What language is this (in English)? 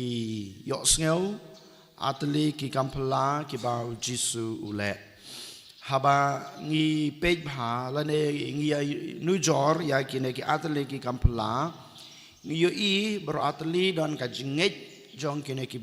Khasi